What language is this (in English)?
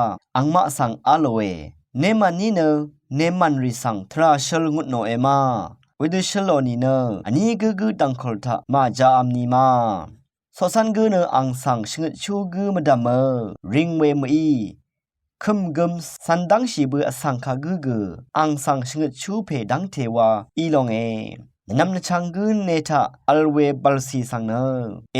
Rawang